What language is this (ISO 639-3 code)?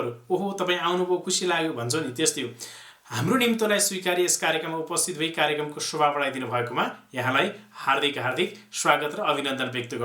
nep